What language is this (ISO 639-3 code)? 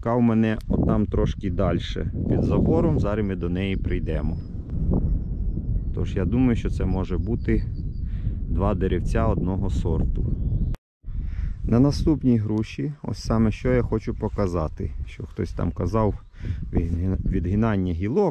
ukr